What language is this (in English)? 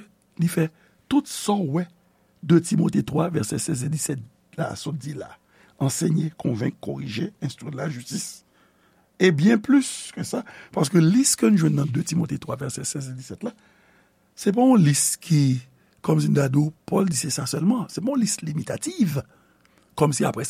Haitian Creole